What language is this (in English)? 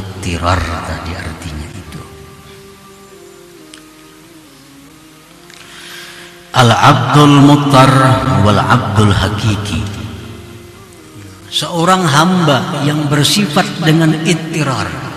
Indonesian